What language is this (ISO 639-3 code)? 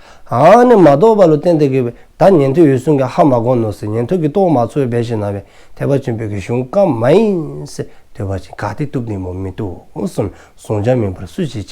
dzo